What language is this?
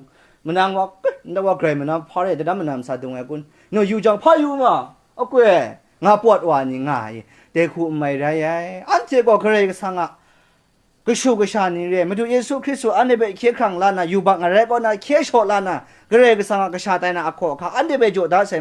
Kachin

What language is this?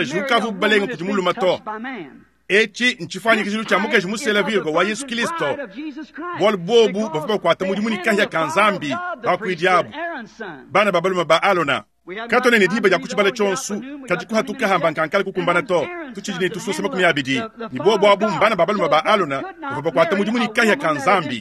Luba-Lulua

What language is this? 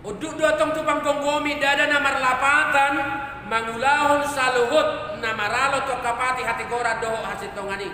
Batak Toba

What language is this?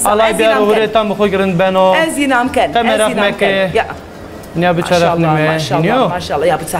Zaza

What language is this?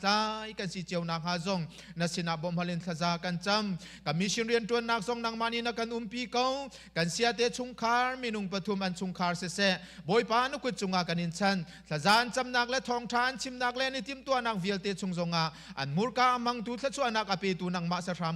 Hakha Chin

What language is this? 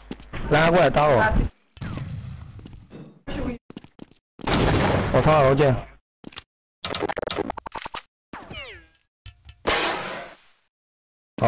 Chinese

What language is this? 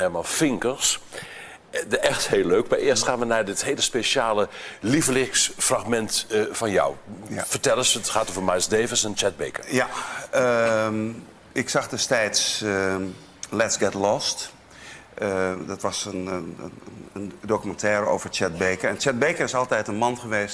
Dutch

